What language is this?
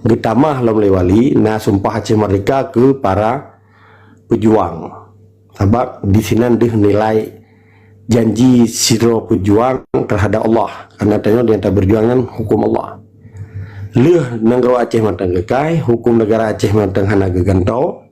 Achinese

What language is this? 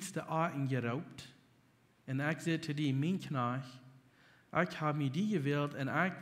Plautdietsch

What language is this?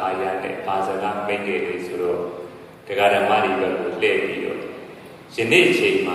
Burmese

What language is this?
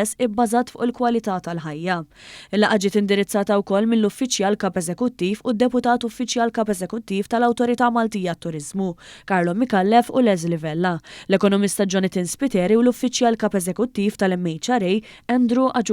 Maltese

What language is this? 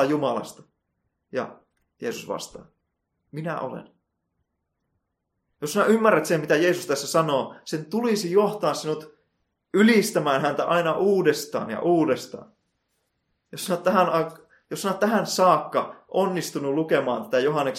Finnish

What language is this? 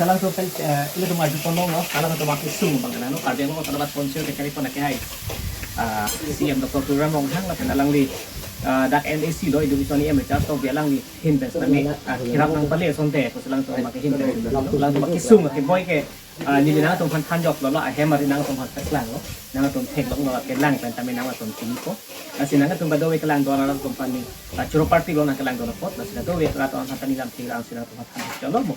Karbi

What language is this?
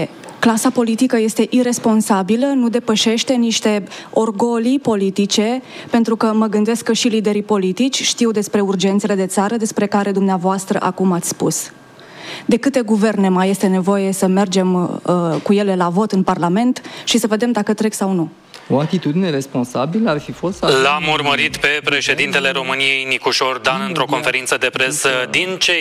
Romanian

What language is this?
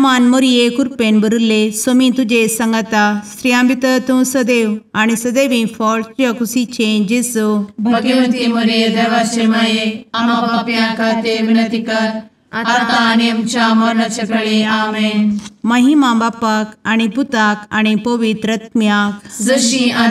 Konkani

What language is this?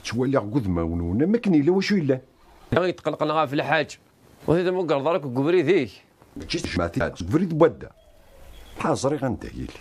Kabyle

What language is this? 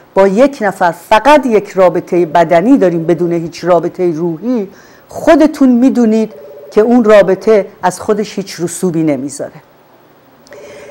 Persian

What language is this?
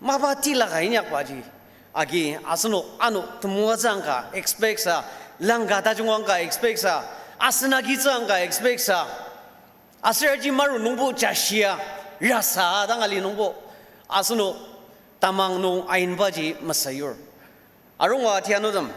Ao Naga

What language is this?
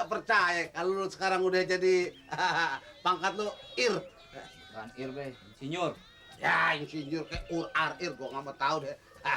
Betawi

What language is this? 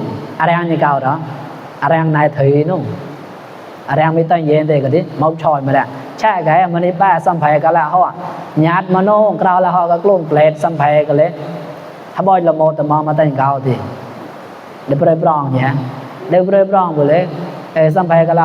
Mon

